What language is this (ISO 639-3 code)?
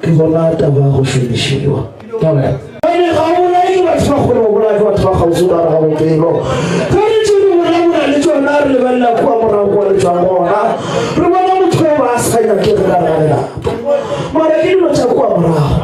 nso